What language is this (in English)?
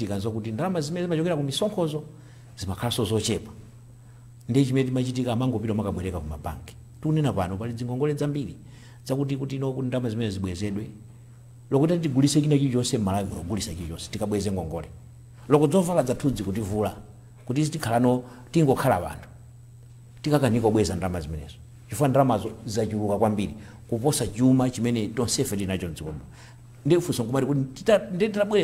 Nyanja